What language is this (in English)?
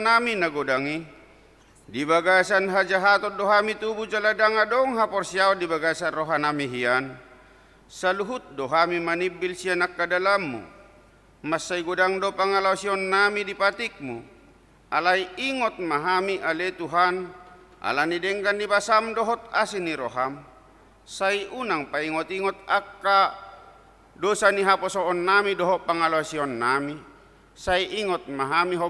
Batak Toba